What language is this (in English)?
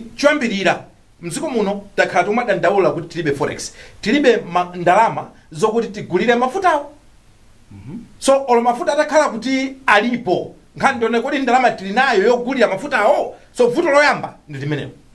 Nyanja